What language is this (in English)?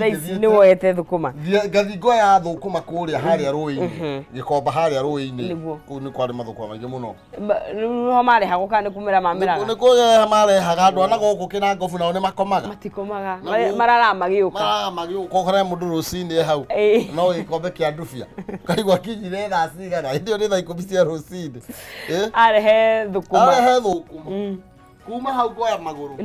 Kikuyu